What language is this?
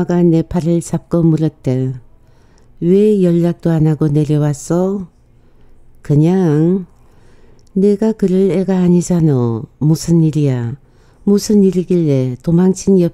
Korean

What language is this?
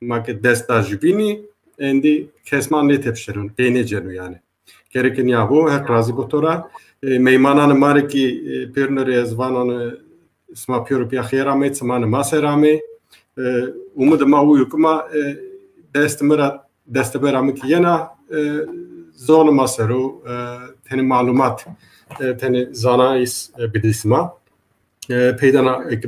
Zaza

